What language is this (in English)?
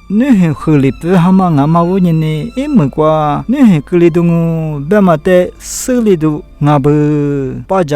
Lisu